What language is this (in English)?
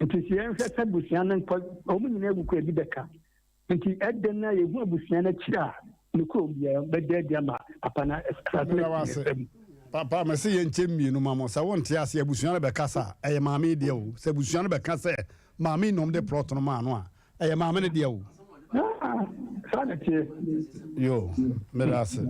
Akan